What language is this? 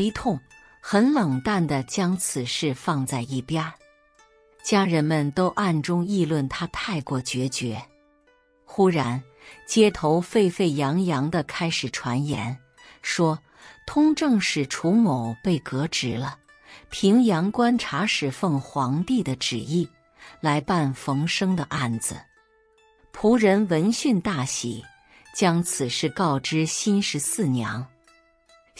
Chinese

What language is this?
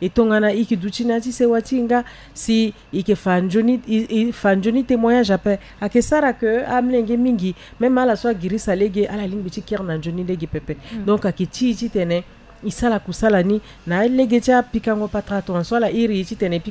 Sango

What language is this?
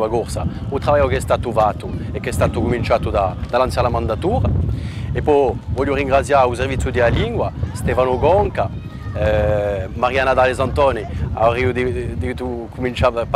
Corsican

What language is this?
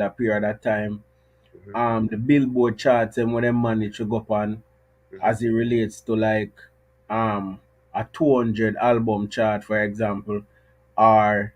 Jamaican Creole English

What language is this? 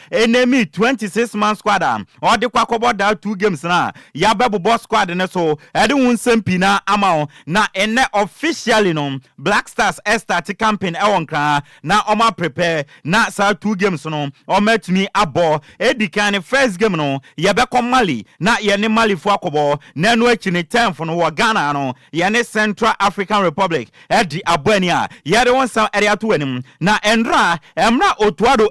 Akan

